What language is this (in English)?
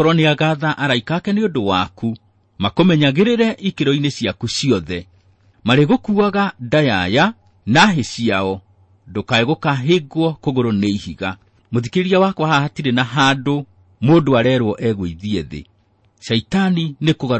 Kikuyu